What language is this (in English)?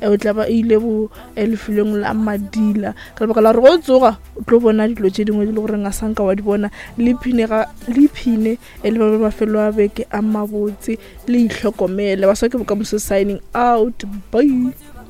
Northern Sotho